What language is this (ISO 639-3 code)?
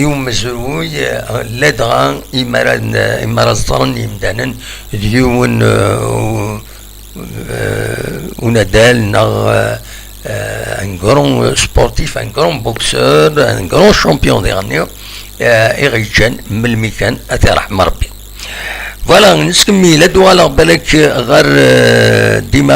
kab